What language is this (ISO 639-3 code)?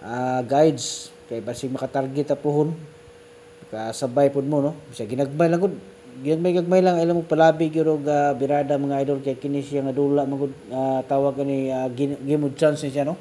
ceb